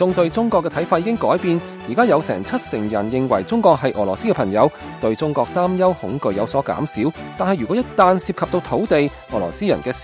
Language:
Cantonese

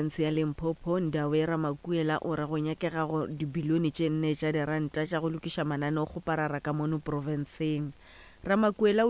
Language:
Northern Sotho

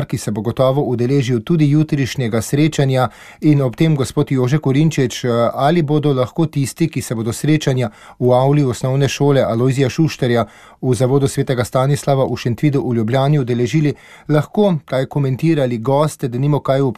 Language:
Slovenian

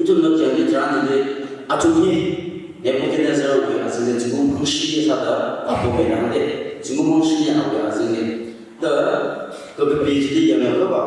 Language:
Tangkhul Naga (India)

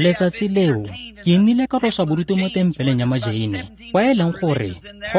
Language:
Tswana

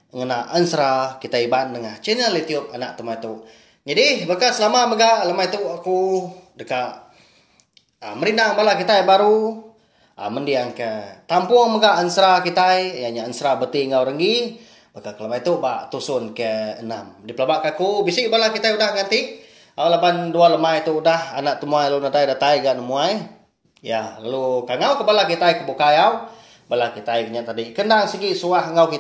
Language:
Iban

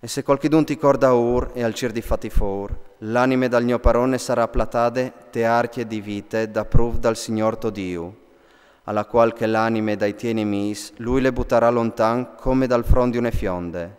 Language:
Friulian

